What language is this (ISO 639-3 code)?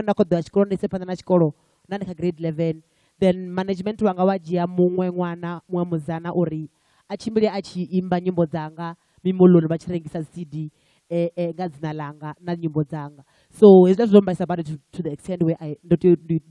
ven